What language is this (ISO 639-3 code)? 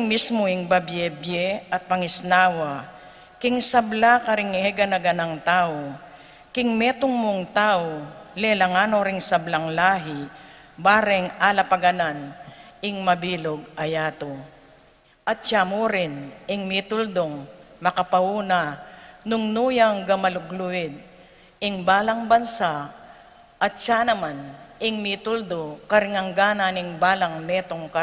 pam